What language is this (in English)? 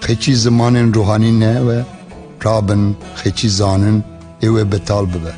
Kurdish